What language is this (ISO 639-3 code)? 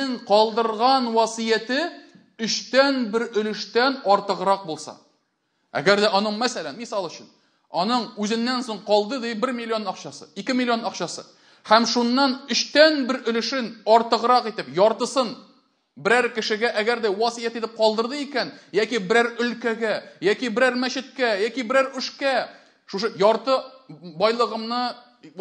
tat